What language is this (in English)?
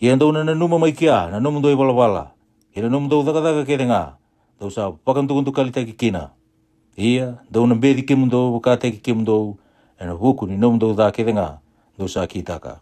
Fijian